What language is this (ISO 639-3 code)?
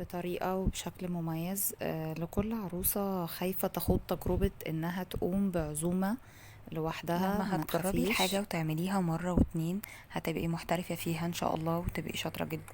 arz